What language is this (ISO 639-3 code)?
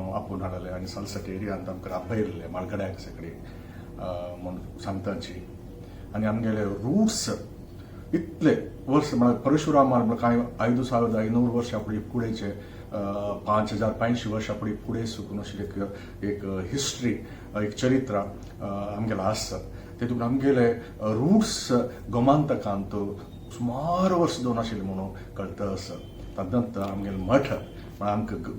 kok